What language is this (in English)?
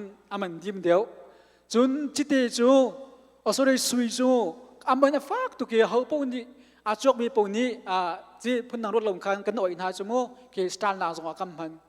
Hakha Chin